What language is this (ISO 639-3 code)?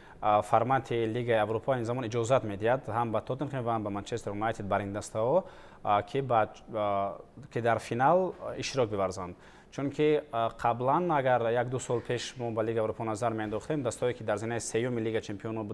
tgk